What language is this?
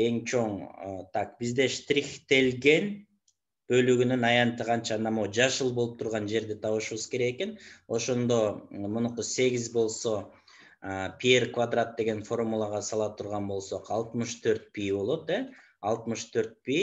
Kyrgyz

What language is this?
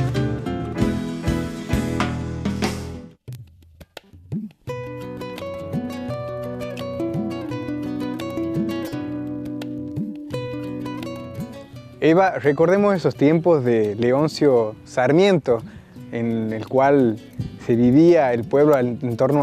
Spanish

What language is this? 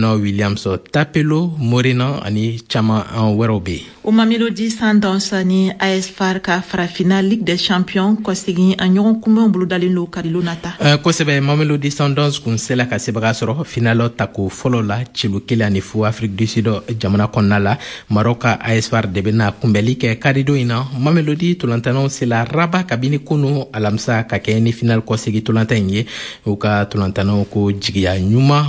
Bambara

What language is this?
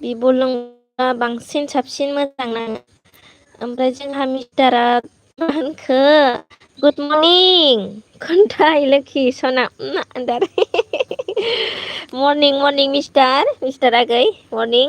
Bodo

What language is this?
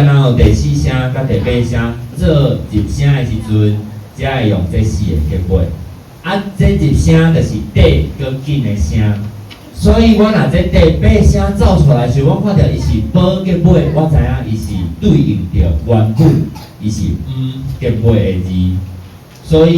Min Nan Chinese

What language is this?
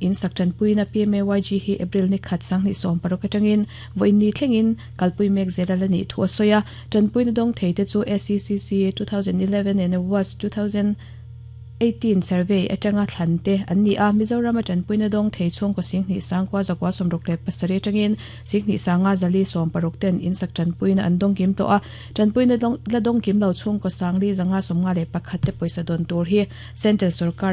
Mizo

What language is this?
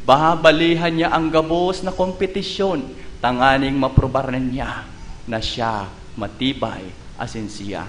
Bikol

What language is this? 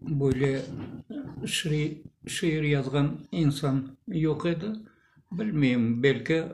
Crimean Tatar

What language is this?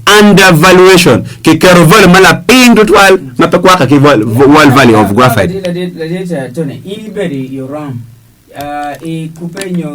Acoli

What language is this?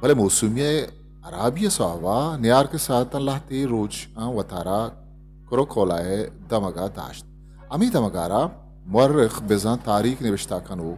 Eastern Balochi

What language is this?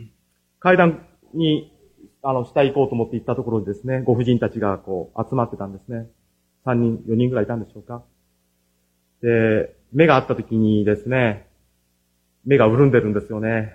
Japanese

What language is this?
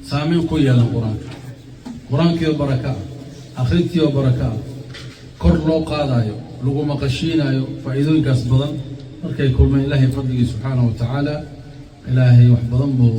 Somali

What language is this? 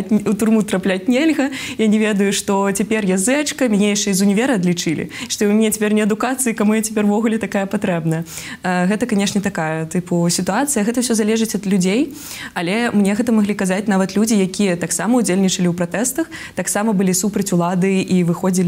Belarusian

